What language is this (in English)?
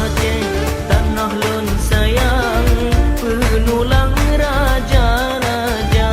Achinese